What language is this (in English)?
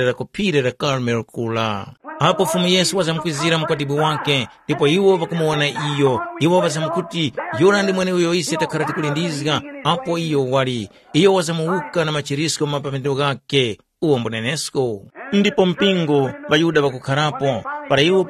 Tumbuka